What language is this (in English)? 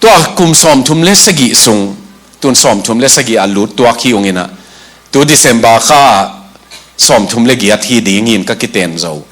Tedim Chin